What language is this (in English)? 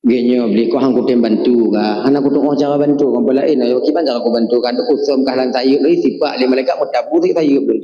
Achinese